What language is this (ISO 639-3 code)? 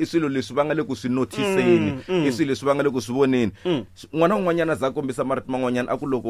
tso